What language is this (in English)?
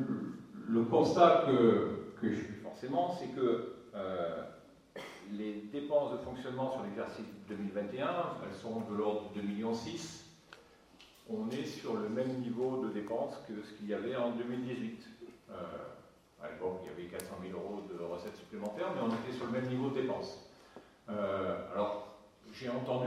French